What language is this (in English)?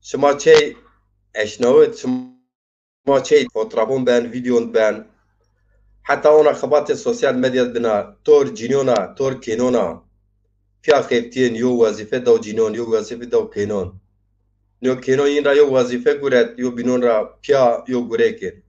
Zaza